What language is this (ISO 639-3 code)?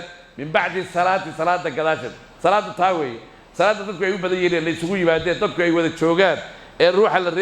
som